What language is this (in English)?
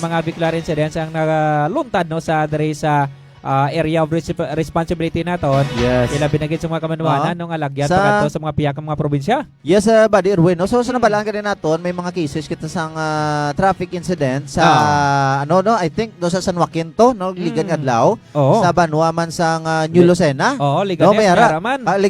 Hiligaynon